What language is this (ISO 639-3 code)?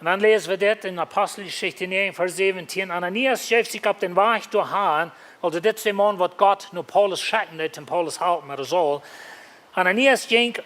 pdt